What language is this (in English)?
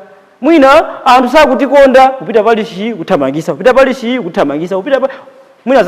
Nyanja